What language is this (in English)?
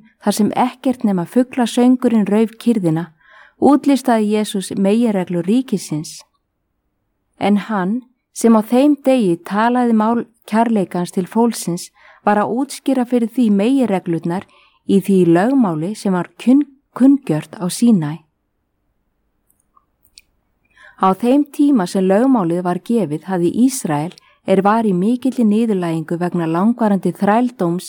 Icelandic